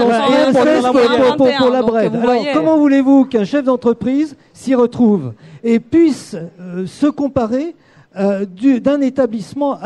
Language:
French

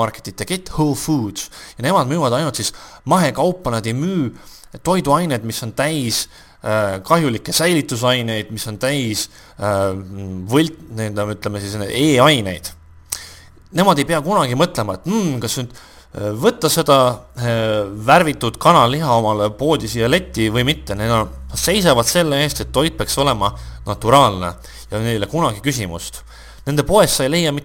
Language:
Estonian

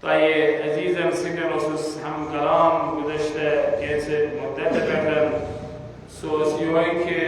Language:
Kashmiri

